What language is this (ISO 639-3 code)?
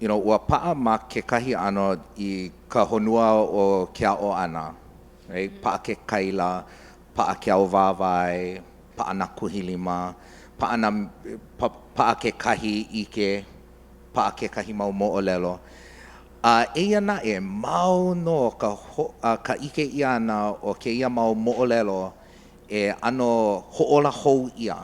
haw